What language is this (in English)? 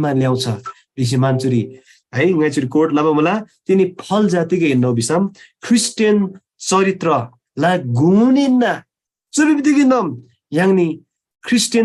Eastern Tamang